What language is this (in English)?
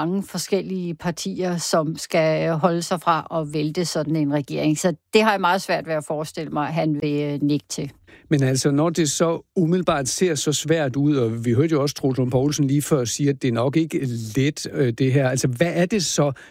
Danish